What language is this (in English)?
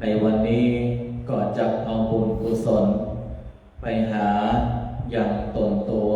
Pali